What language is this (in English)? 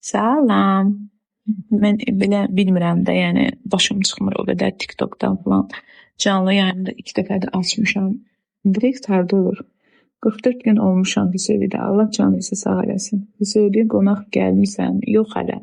Azerbaijani